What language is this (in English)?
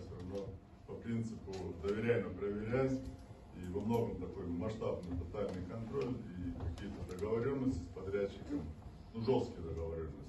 Russian